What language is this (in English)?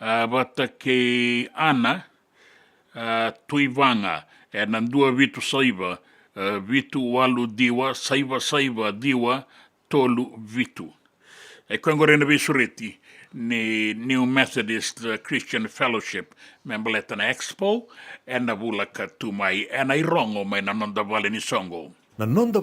Fijian